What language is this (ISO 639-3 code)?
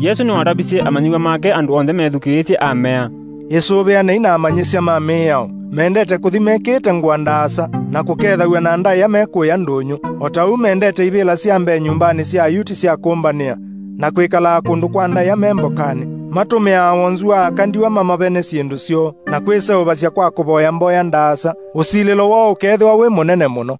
kam